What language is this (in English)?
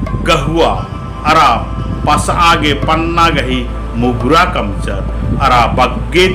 Kurukh